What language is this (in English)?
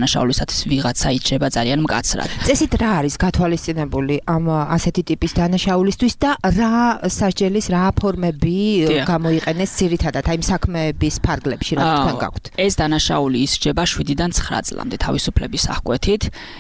Georgian